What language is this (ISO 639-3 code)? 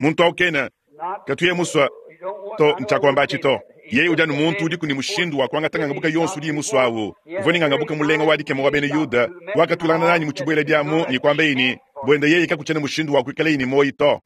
lua